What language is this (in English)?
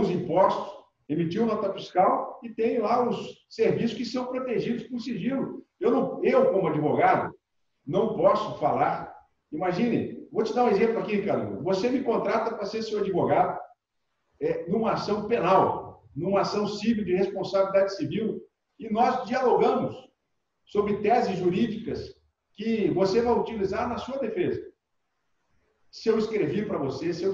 Portuguese